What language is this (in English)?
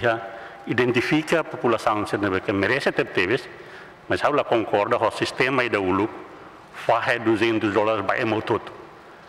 Tetum